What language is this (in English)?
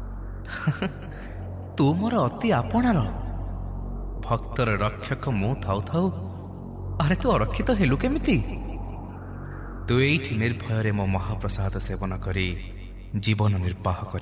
Odia